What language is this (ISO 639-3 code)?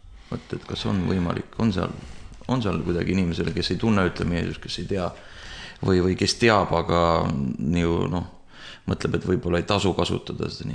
est